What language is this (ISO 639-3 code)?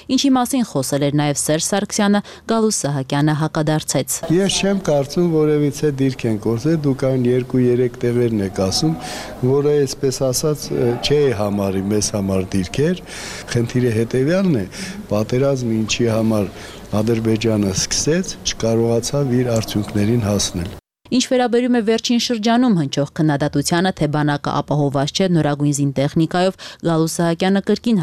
hye